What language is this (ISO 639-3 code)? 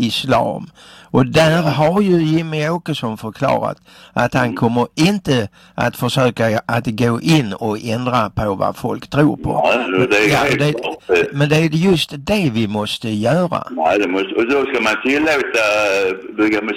swe